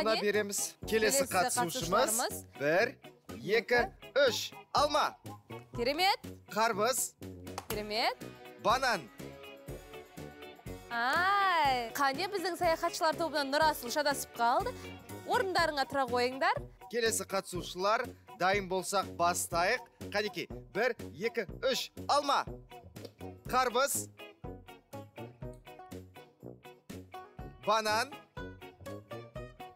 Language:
Kazakh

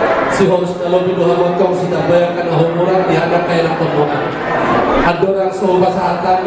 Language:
Batak Toba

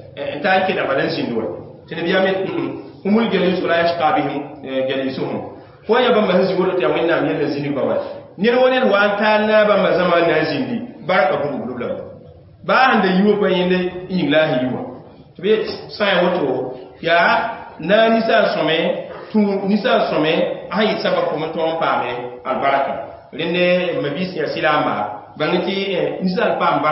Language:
Mossi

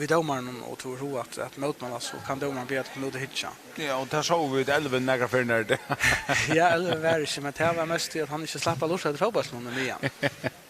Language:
Faroese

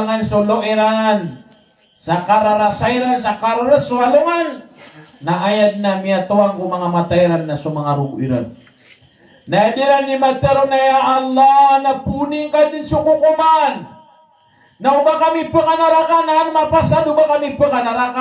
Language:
Maranao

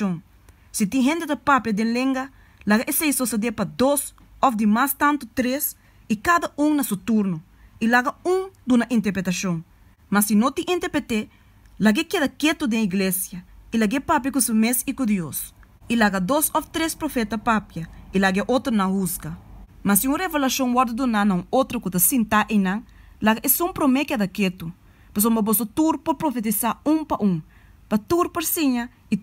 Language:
Papiamento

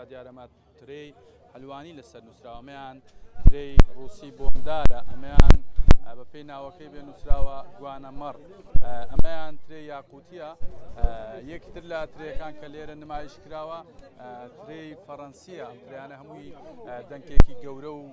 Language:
Central Kurdish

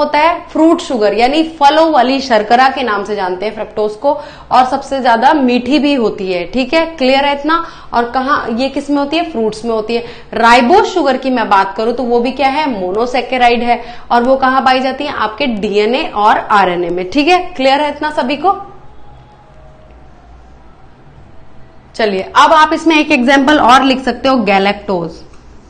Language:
Hindi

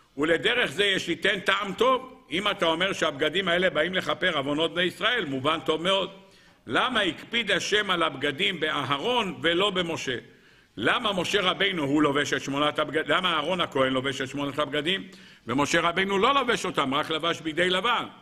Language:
Hebrew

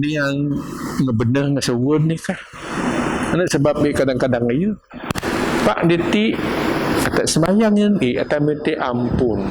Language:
Biatah Bidayuh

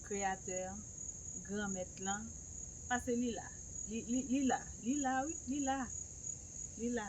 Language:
Haitian Creole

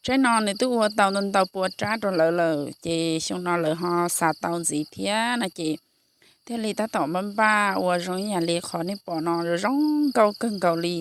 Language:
Hmong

